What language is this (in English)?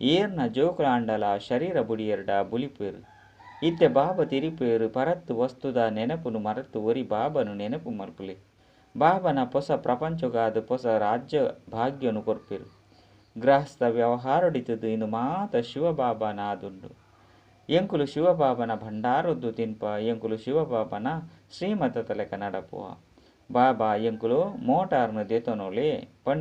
Tulu